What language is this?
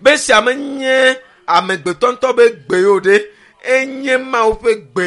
Ewe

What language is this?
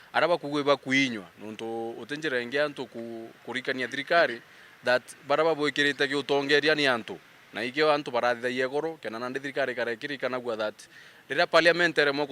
Meru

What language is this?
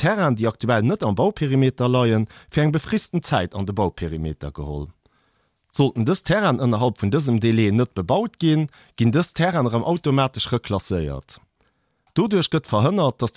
Luxembourgish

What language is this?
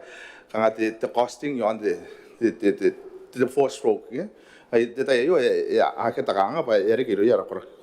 Gilbertese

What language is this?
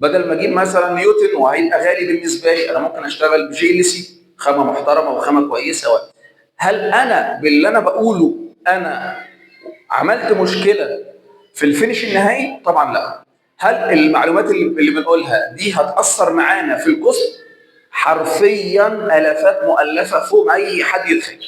Egyptian Arabic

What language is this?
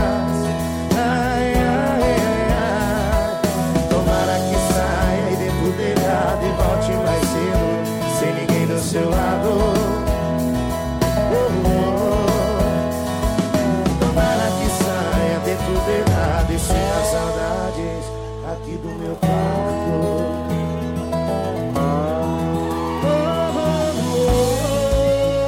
Portuguese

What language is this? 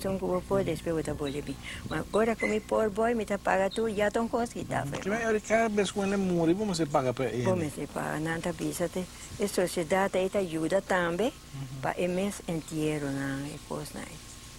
Papiamento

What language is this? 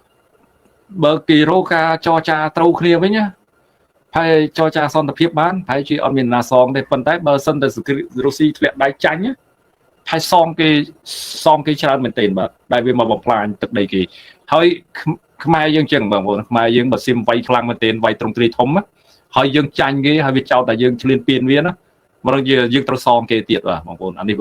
Khmer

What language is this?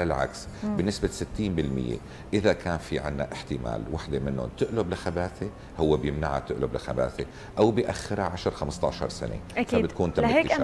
North Levantine Arabic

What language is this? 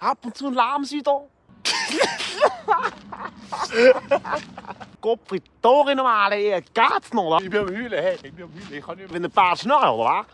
Swiss German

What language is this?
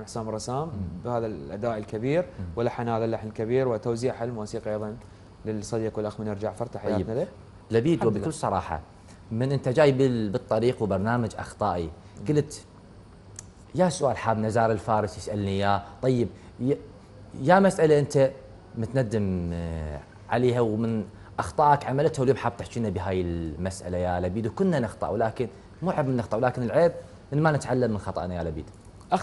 Mesopotamian Arabic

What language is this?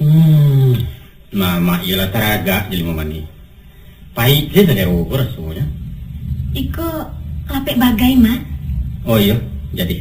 Minangkabau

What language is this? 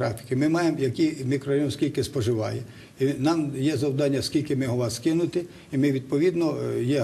Ukrainian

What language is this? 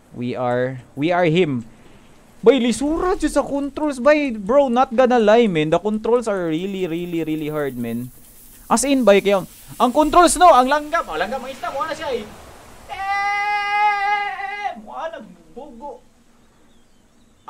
Cebuano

